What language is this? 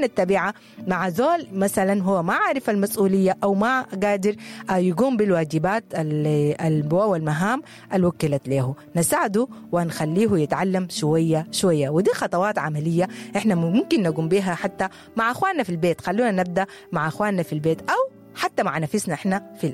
Sudanese Arabic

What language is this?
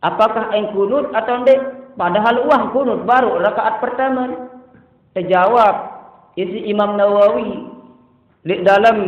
Sasak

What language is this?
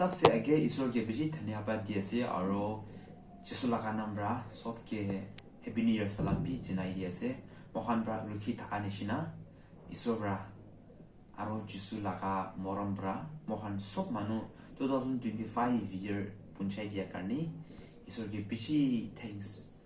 Naga Pidgin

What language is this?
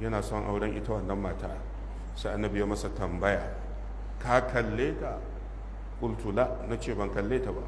Hausa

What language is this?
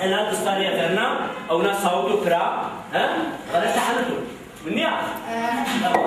Zaza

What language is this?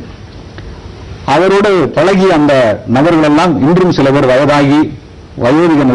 Tamil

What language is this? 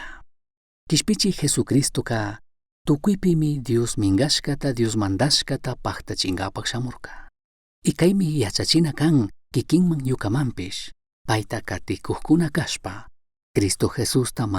Chimborazo Highland Quichua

